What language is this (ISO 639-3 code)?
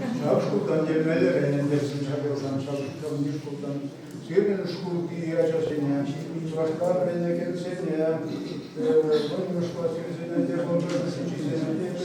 chv